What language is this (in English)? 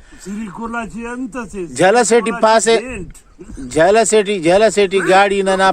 Brahui